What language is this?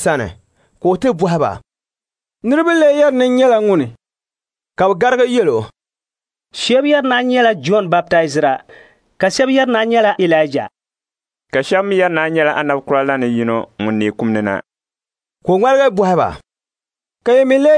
Dagbani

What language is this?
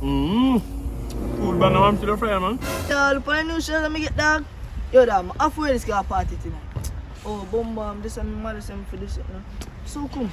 Jamaican Creole English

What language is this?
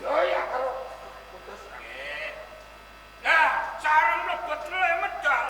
Javanese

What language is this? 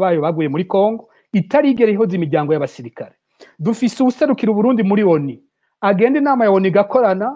Rundi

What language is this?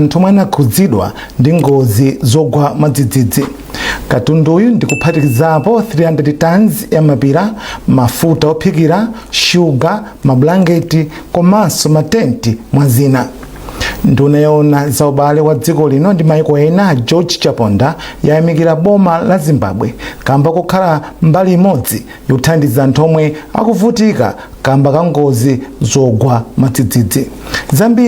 Nyanja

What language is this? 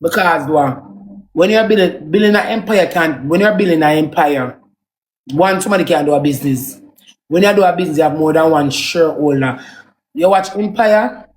Jamaican Creole English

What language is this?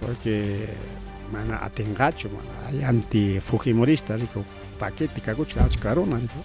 Ayacucho Quechua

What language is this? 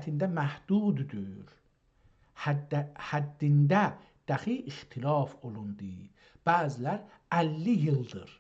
South Azerbaijani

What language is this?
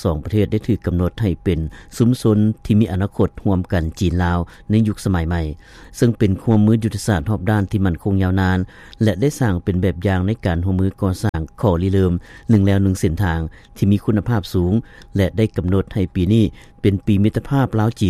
Lao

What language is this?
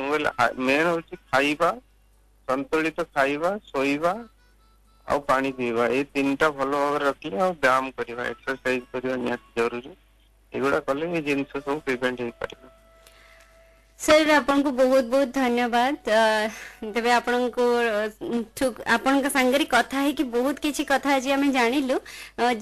Odia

